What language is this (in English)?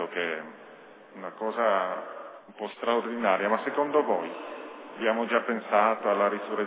Italian